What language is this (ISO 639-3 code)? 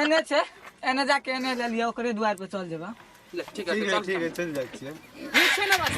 mai